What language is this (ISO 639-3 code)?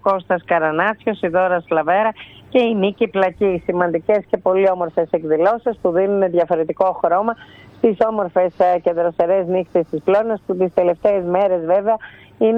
ell